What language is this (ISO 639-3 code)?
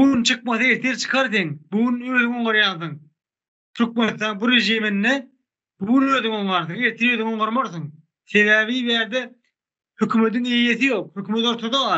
tuk